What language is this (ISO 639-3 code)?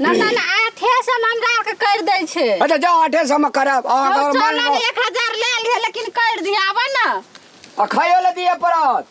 mai